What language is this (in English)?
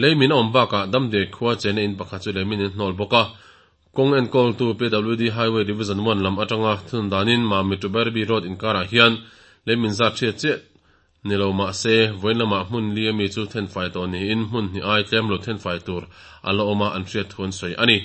Mizo